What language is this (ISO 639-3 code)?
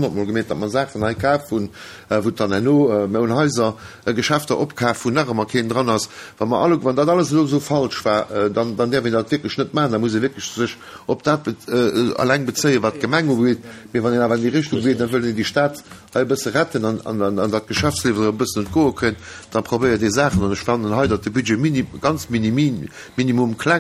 ltz